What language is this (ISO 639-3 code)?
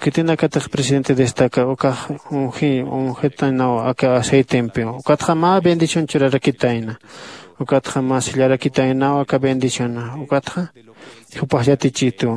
aym